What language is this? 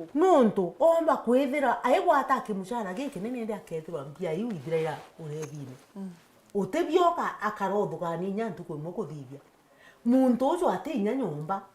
Meru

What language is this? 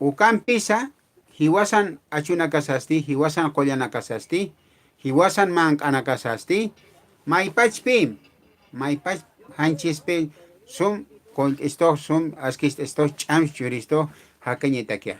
Aymara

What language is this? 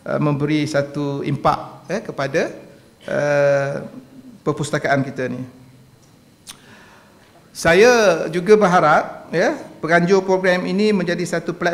Malay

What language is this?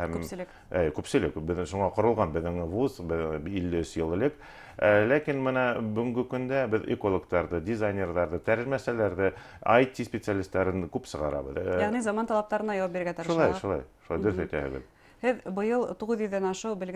Bashkir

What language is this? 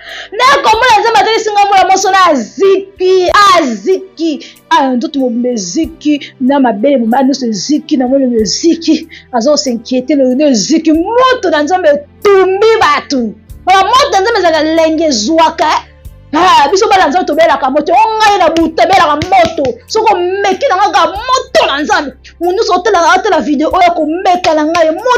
Lingala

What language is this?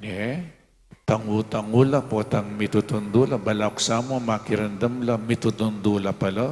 Pampanga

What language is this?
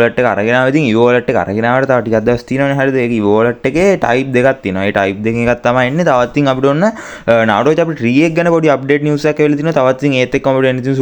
Sinhala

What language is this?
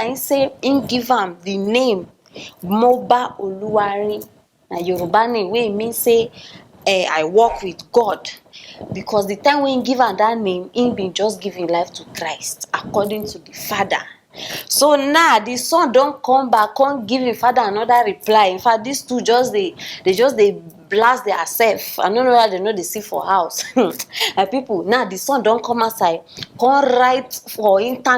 Nigerian Pidgin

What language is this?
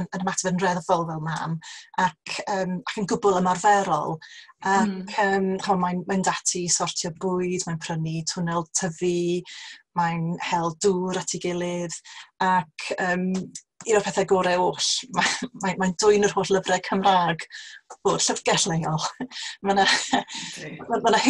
Welsh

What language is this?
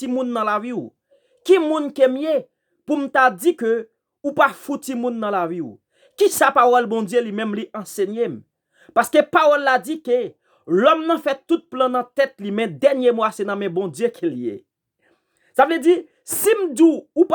Haitian Creole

